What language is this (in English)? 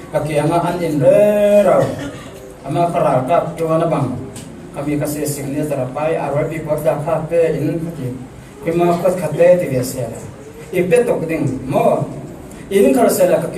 Falam Chin